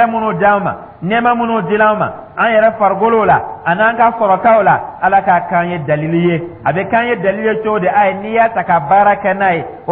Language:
Dyula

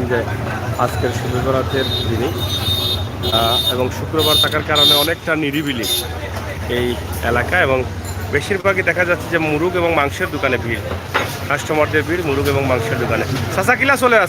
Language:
Sylheti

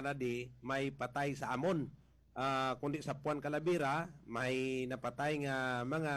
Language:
Hiligaynon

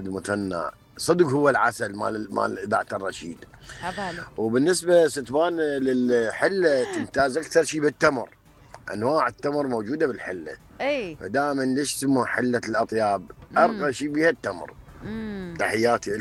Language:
Mesopotamian Arabic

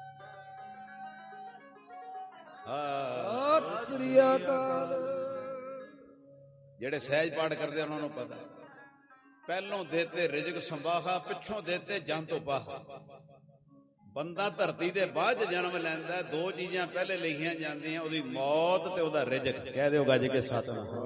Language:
Punjabi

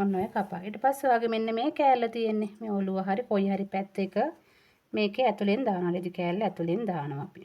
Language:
Sinhala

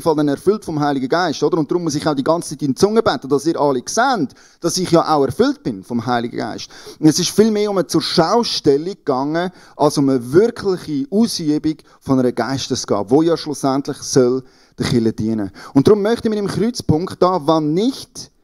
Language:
Swiss German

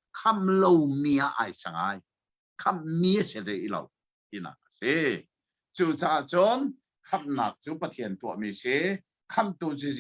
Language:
Hakha Chin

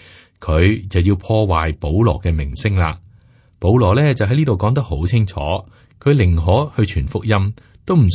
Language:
Cantonese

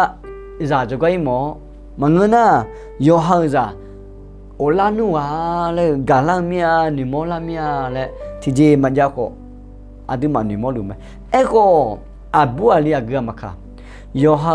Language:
Akha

